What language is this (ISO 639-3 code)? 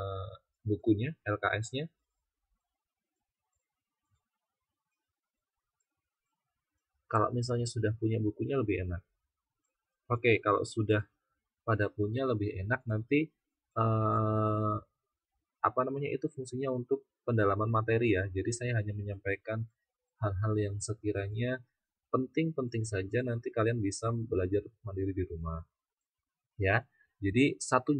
ind